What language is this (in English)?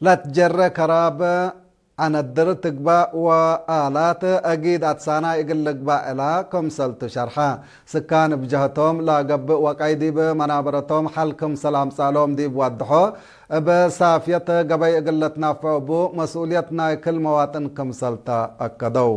Tigre